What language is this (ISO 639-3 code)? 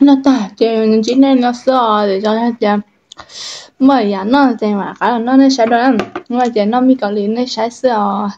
hmn